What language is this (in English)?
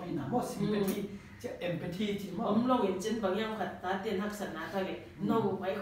Paite Chin